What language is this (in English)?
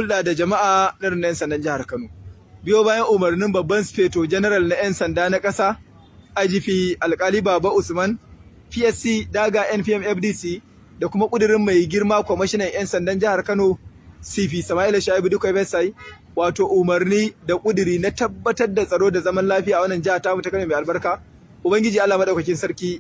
Hausa